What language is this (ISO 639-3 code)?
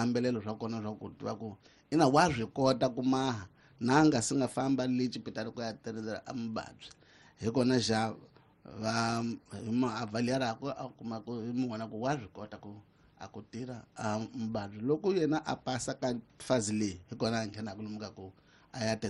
tso